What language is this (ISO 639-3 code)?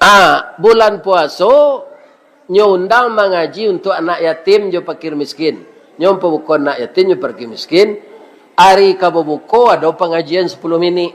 min